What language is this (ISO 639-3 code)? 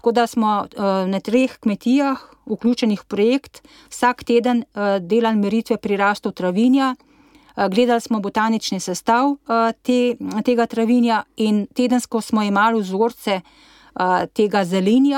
slv